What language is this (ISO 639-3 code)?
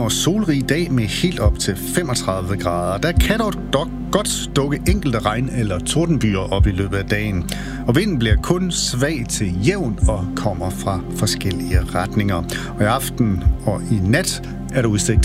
dan